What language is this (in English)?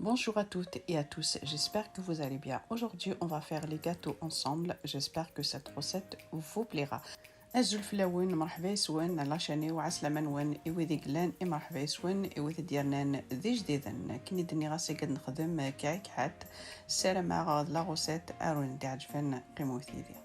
Kabyle